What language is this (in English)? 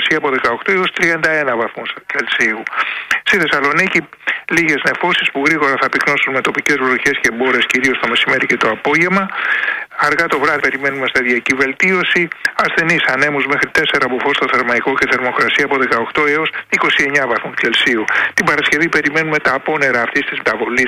Greek